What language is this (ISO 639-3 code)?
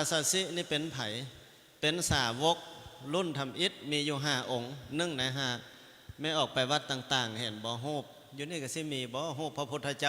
lao